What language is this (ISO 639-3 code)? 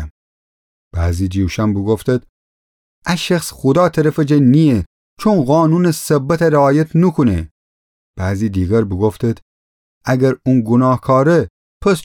glk